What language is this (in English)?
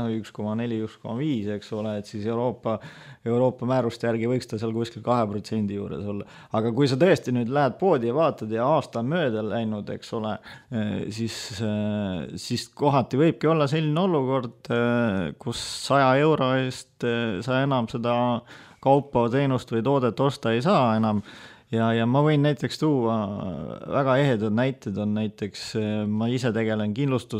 Estonian